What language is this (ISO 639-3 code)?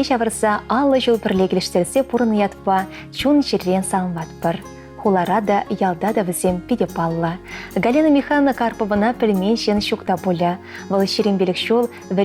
chv